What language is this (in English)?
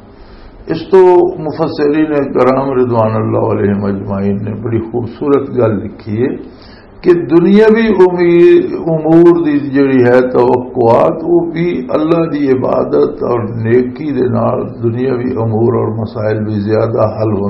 Western Panjabi